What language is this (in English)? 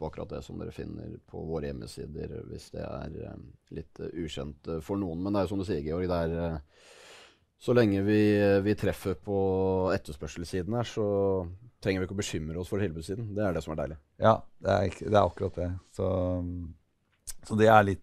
Norwegian